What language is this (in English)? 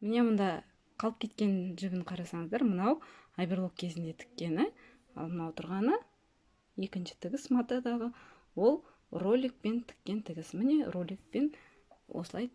Kazakh